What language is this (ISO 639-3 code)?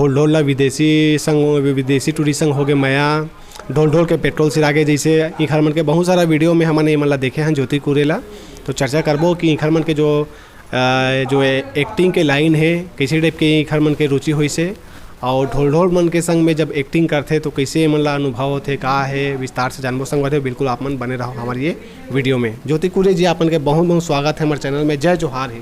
hne